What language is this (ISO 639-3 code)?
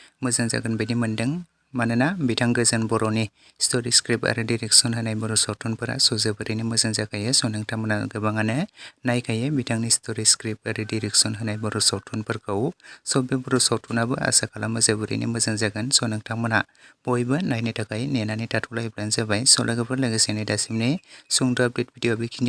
brx